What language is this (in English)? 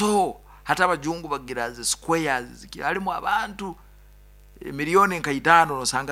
Nyoro